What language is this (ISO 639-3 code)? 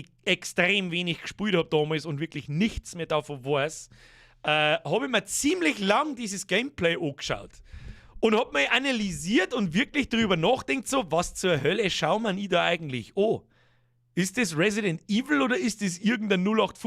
bar